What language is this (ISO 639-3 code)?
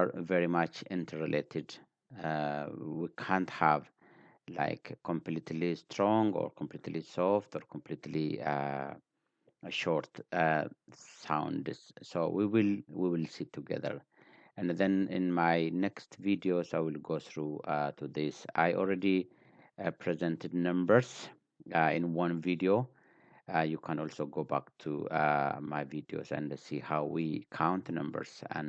eng